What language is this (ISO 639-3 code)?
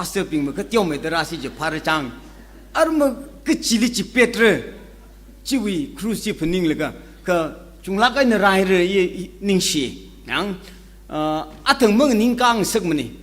nmf